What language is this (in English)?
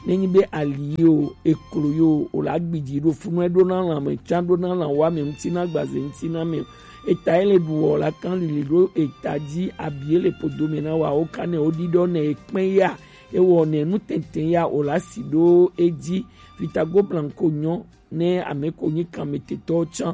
Gen